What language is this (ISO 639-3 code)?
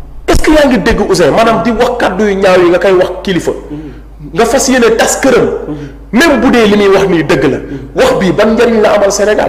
wol